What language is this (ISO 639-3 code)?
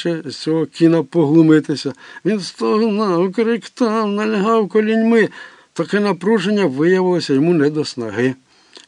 ukr